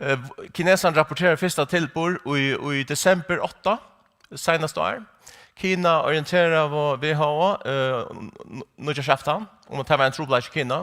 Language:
Faroese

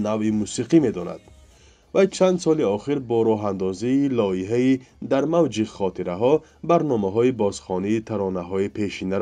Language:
Tajik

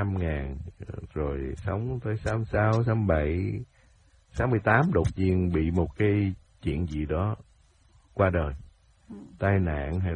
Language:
Vietnamese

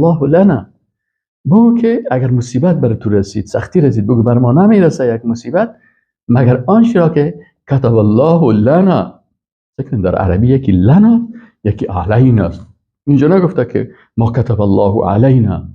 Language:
Persian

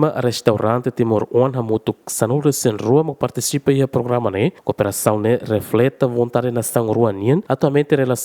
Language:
Tetum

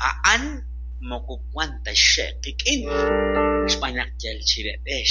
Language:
Kekchí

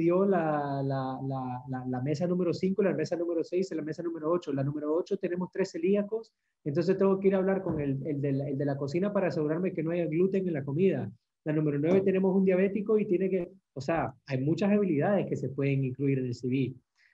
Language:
Spanish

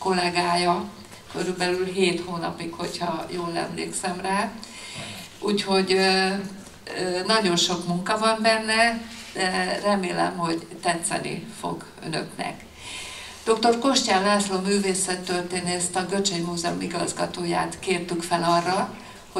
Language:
Hungarian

